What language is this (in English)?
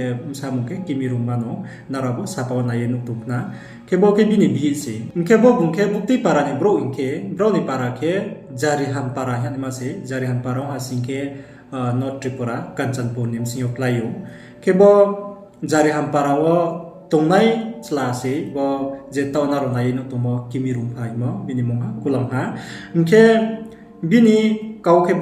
Riang (India)